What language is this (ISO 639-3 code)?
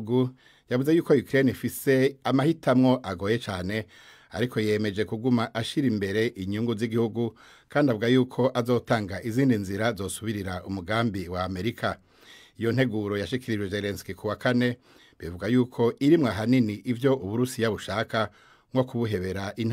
run